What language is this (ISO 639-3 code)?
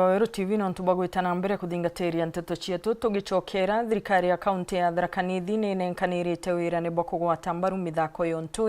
mer